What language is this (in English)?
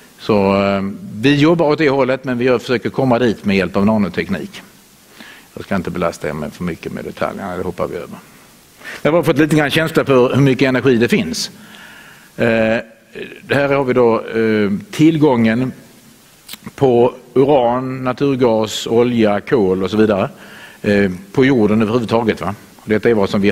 Swedish